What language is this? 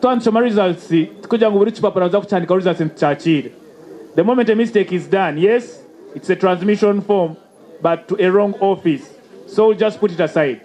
Nyankole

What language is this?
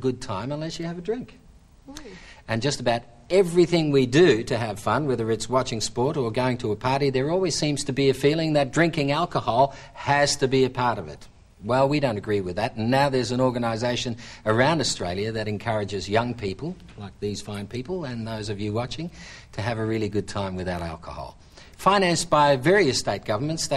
English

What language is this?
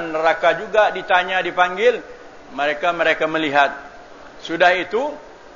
Malay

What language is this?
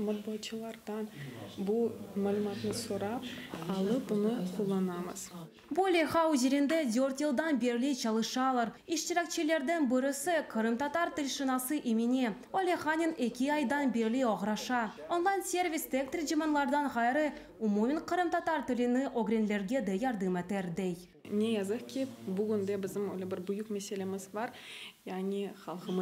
Crimean Tatar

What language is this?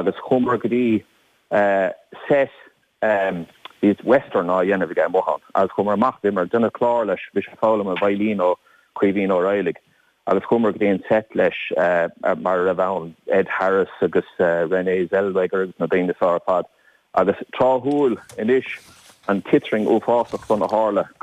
Irish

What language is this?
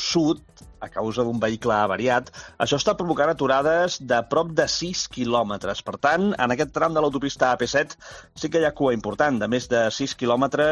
Catalan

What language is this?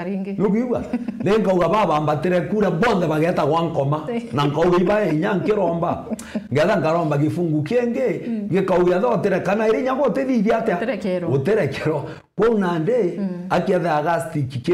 Meru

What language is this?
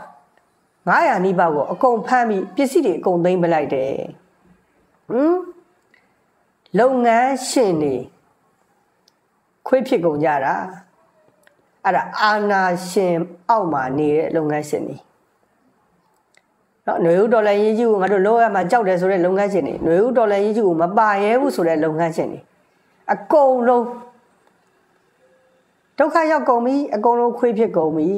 Burmese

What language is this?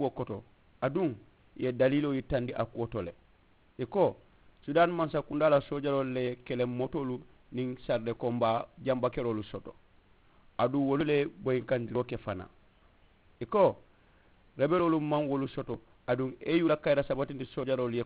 Mandingo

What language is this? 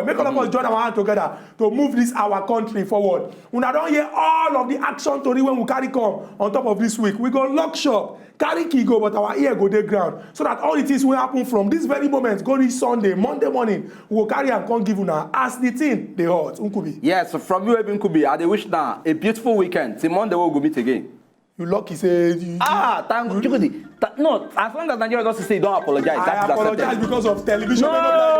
Nigerian Pidgin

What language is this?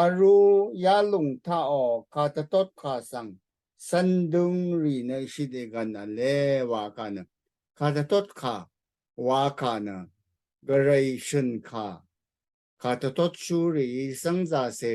Rawang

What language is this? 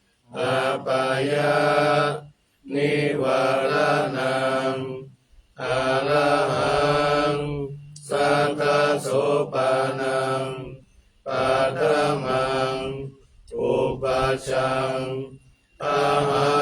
Pali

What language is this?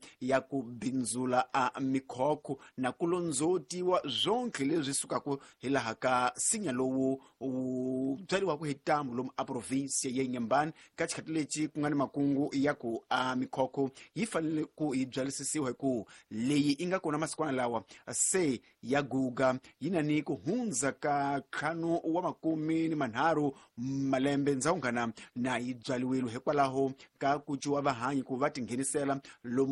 Tsonga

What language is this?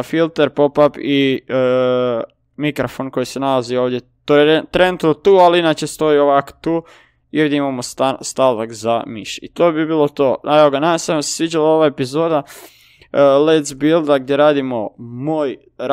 Croatian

